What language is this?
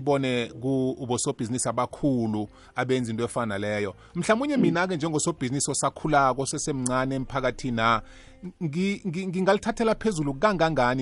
South Ndebele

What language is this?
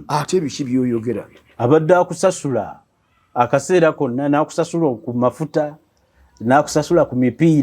Ganda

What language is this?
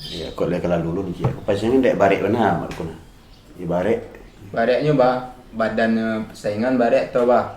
Minangkabau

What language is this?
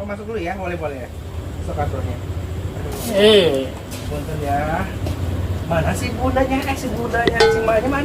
Betawi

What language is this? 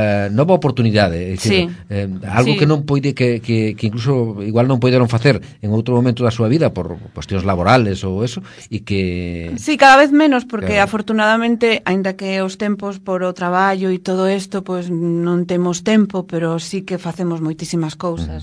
Galician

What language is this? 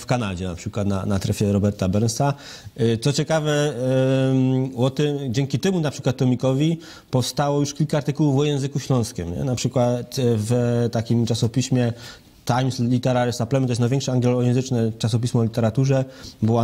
Silesian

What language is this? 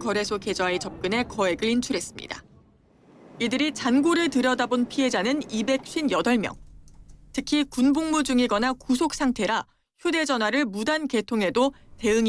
Korean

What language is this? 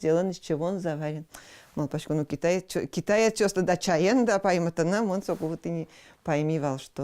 Udmurt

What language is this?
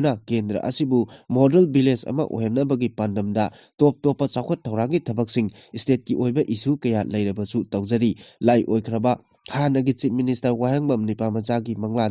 Manipuri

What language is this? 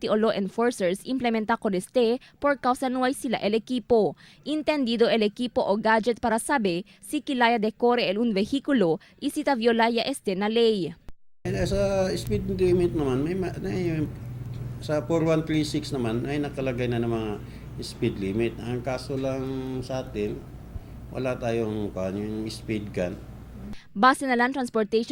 Chavacano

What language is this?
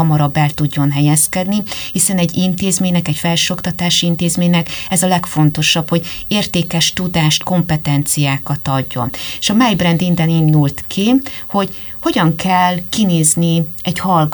Hungarian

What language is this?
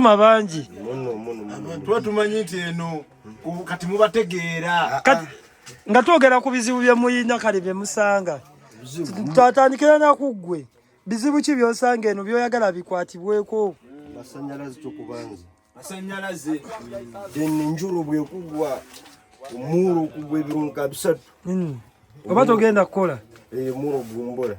Ganda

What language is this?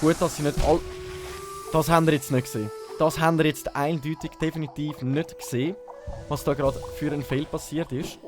Swiss German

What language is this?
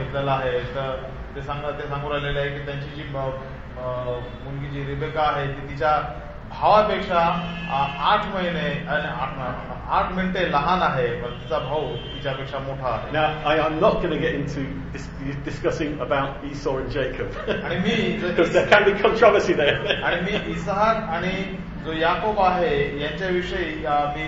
Marathi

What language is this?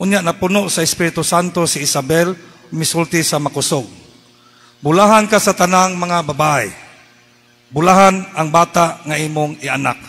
Cebuano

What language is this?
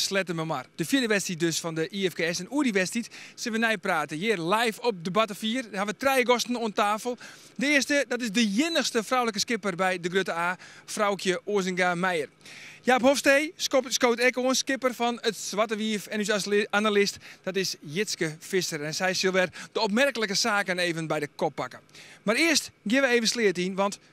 Western Frisian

